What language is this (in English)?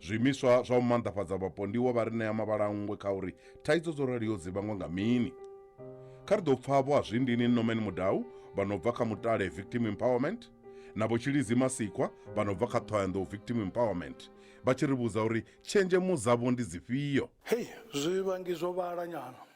Venda